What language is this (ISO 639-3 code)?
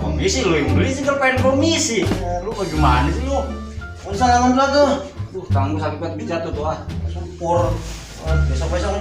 bew